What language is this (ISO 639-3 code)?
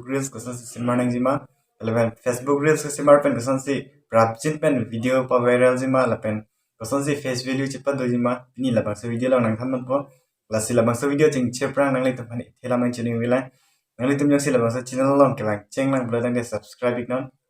mjw